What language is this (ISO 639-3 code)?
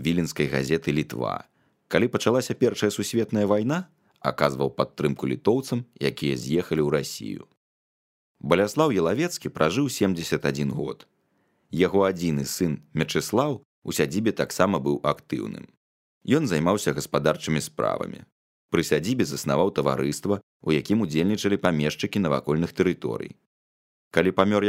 bel